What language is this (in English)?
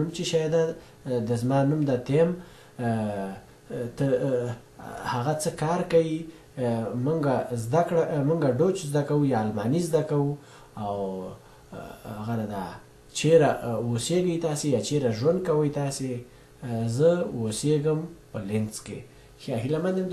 Pashto